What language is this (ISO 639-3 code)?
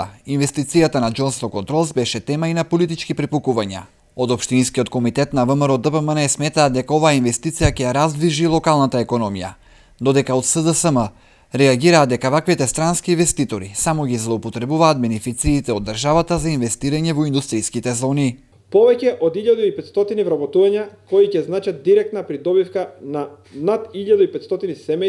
mkd